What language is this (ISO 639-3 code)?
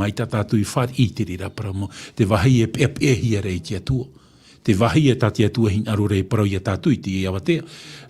tah